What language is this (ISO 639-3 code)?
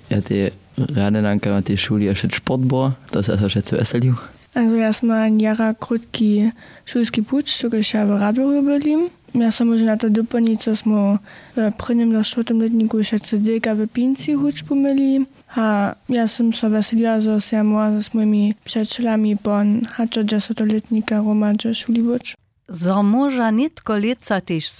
hsb